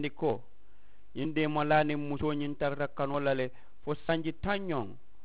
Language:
Mandingo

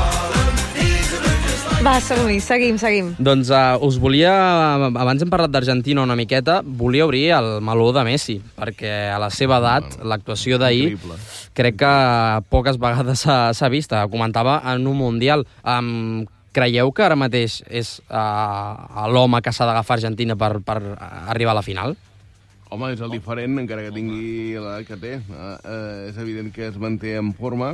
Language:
Catalan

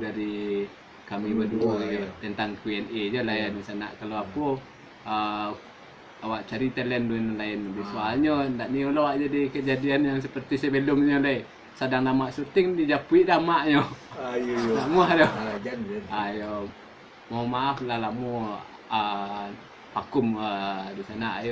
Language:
Minangkabau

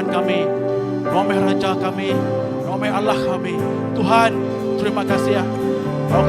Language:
Iban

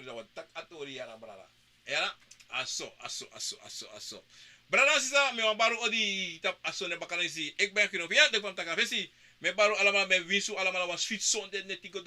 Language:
Sranan Tongo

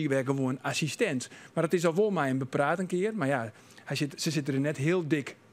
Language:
Western Frisian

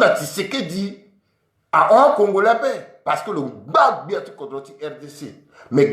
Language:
Sango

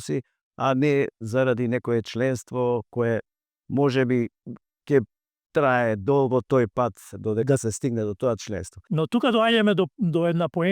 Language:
Macedonian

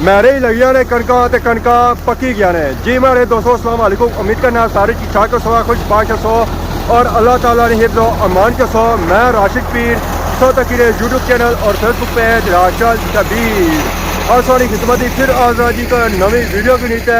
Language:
Pahari-Potwari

